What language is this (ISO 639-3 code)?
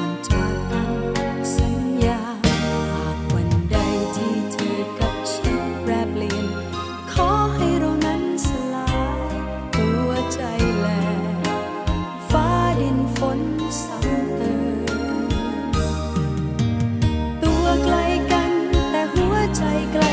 tha